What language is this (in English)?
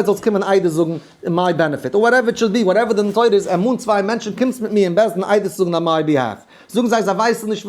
Yiddish